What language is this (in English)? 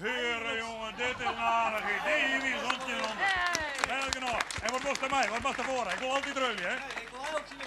Western Frisian